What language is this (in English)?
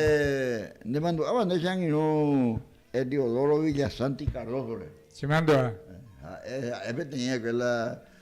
Guarani